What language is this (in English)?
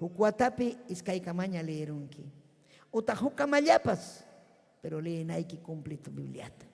Ayacucho Quechua